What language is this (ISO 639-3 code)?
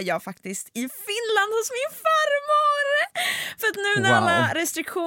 swe